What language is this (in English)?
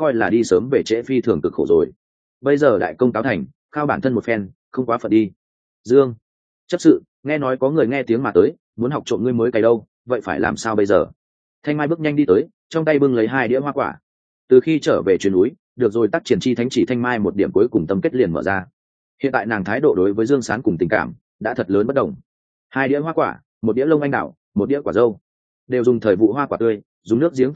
Vietnamese